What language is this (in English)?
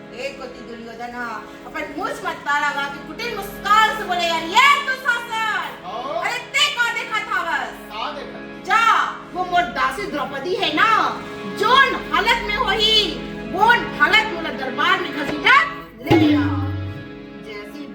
Chhattisgarhi